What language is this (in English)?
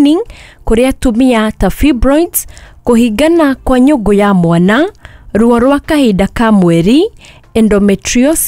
Kikuyu